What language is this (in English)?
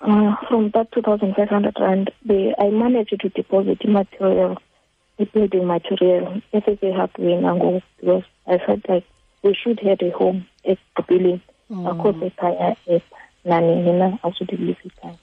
Xhosa